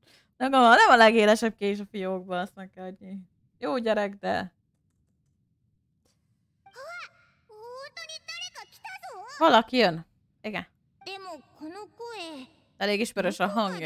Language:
Hungarian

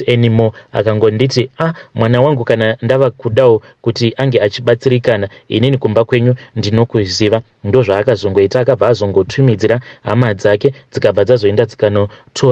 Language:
Shona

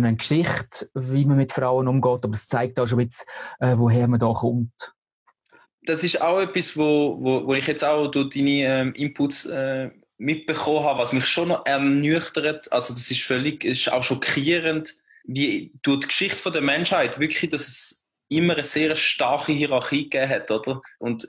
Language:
Swiss German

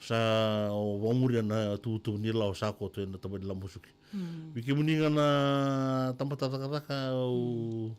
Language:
Fijian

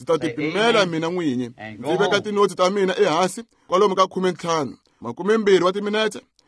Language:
Tsonga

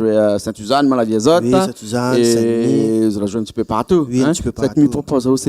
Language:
Réunion Creole French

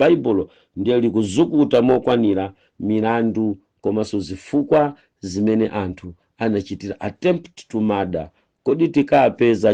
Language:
Nyanja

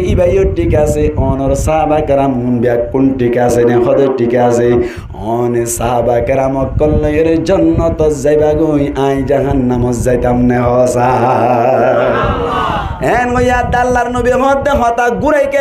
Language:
Rohingya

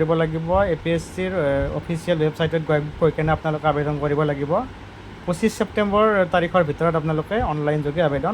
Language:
Assamese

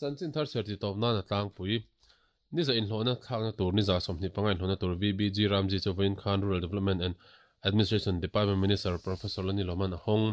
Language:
Mizo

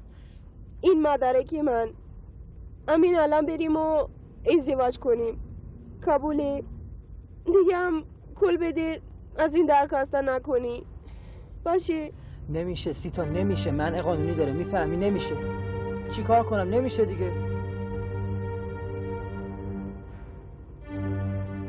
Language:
Persian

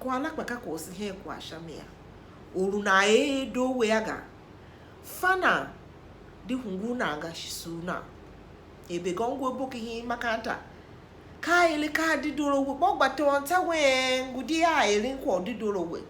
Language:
Tiv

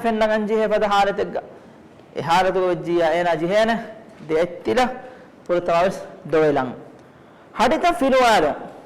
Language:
Divehi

